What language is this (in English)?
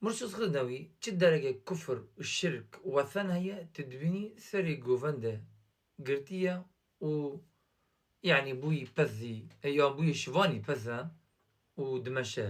Kurdish